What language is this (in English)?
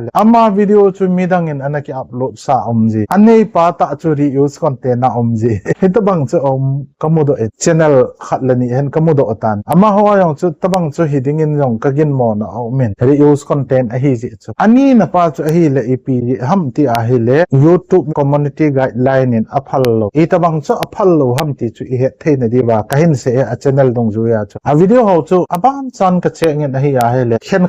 Thado Chin